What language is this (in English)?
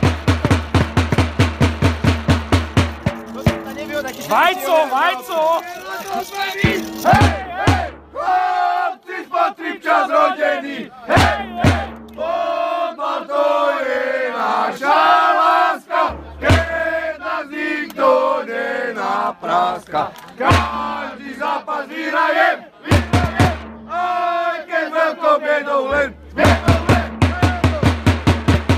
Slovak